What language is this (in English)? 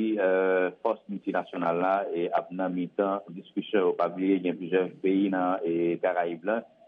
Haitian Creole